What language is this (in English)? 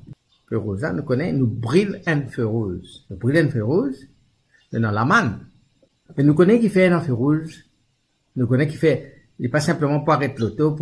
Morisyen